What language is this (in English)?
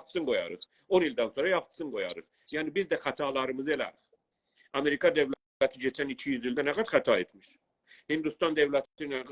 South Azerbaijani